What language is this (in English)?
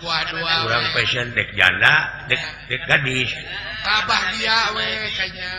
Sundanese